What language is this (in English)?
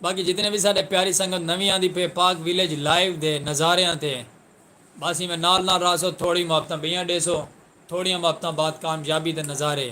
Saraiki